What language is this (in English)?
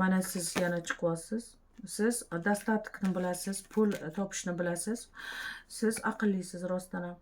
Uzbek